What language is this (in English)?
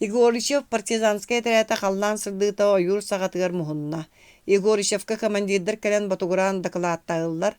Yakut